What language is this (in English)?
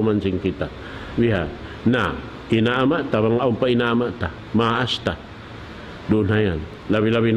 Tausug